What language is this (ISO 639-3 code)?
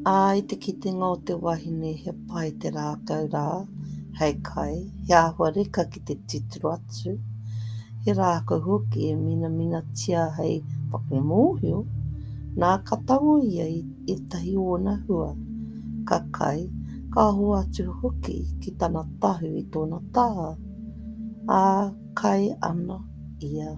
mri